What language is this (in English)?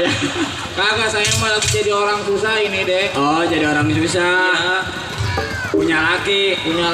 Betawi